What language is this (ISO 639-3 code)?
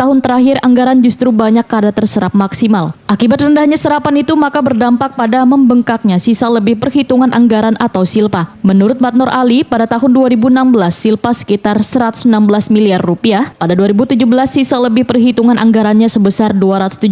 bjn